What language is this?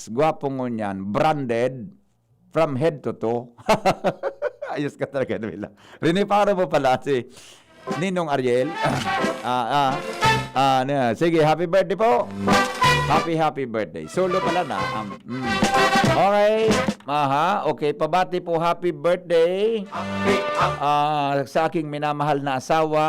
Bikol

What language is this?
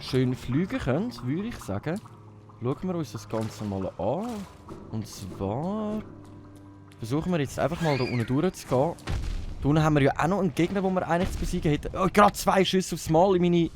Swiss German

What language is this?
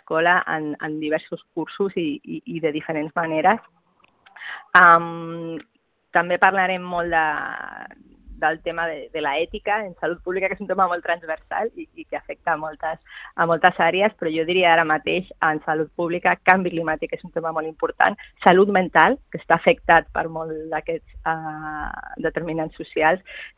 Catalan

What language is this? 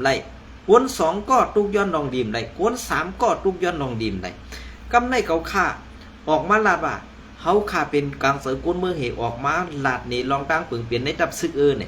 Shan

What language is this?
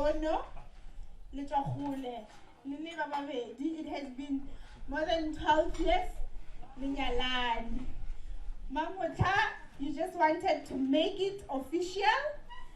Northern Sotho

